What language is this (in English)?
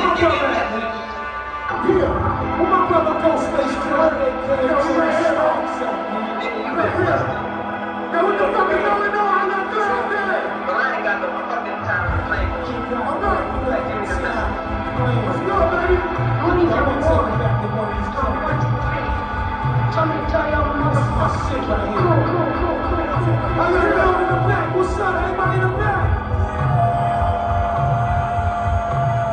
English